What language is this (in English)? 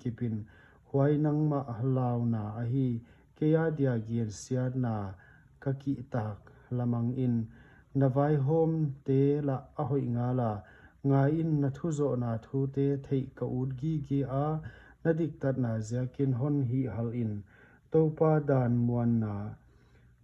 Paite Chin